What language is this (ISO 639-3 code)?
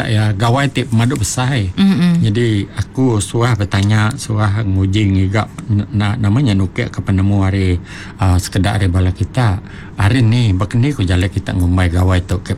iba